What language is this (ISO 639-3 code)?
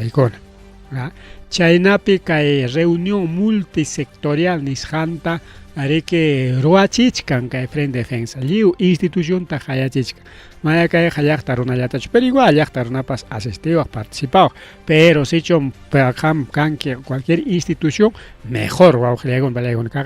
quy